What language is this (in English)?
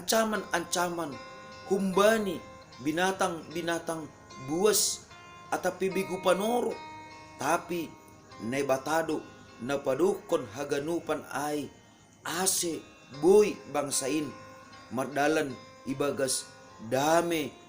Batak Simalungun